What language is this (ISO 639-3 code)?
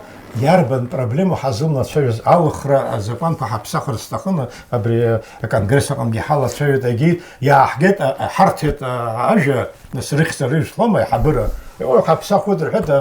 abk